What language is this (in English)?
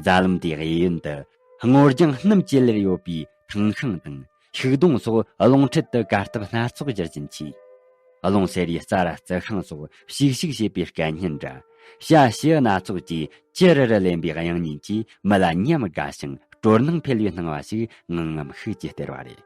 Tibetan